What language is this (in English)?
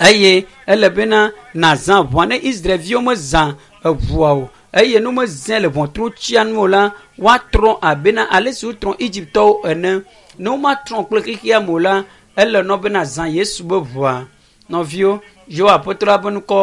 Ewe